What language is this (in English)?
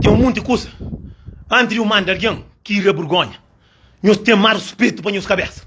Kabuverdianu